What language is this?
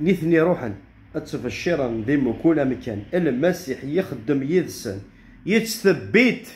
Kabyle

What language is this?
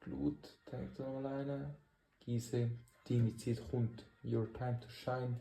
Swiss German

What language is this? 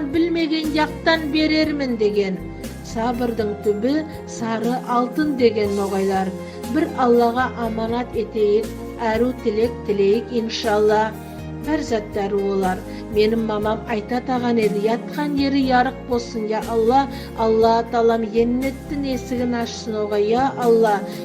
Nogai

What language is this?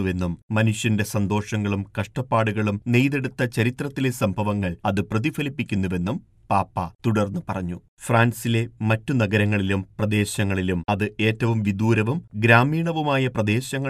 Malayalam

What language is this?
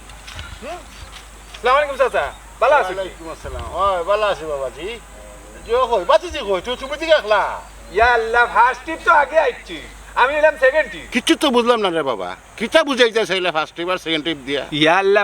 Sylheti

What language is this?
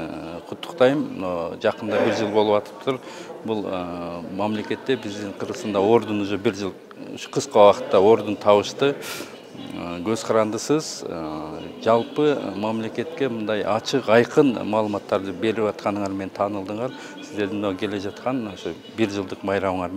Kyrgyz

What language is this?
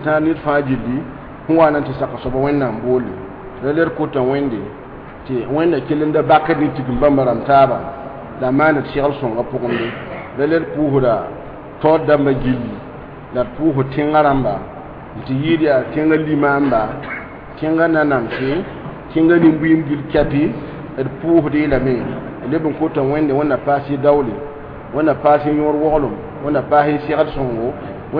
Mossi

